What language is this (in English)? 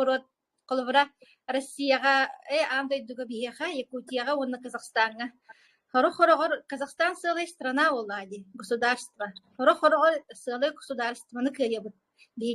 Yakut